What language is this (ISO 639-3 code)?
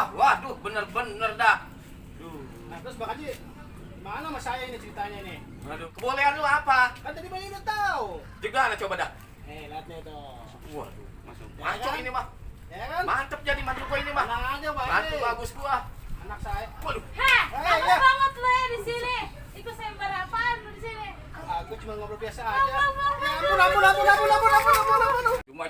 bew